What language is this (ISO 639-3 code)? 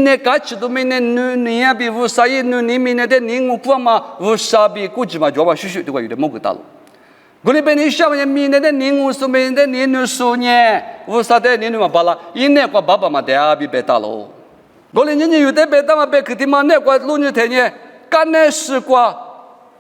lis